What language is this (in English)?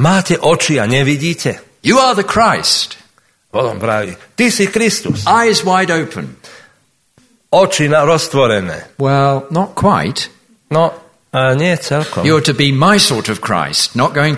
Slovak